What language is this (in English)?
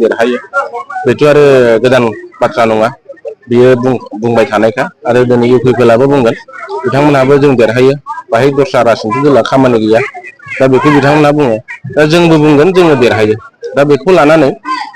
Bodo